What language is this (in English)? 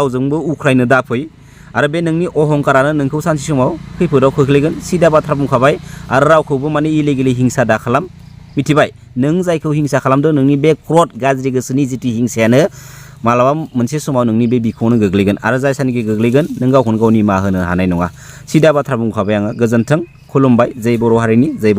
Bodo